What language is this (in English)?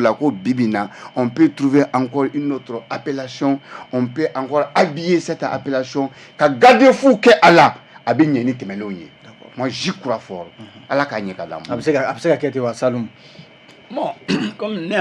Bambara